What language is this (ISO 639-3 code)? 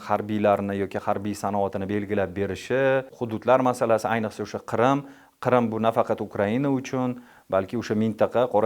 uzb